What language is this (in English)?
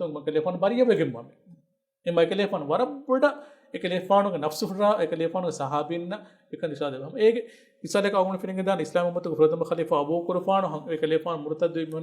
Divehi